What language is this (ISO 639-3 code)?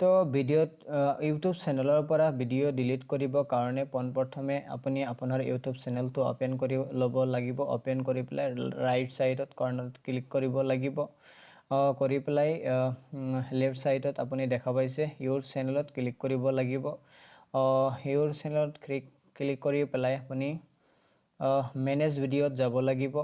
asm